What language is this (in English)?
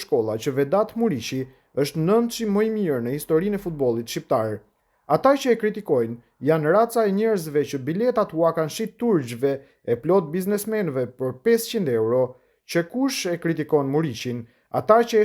Albanian